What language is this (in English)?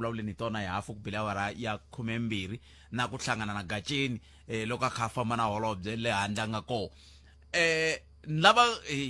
Tsonga